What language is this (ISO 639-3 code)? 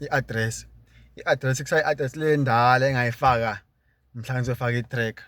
zul